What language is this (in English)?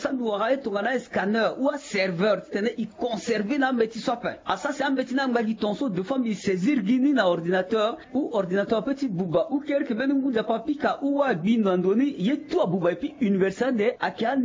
Sango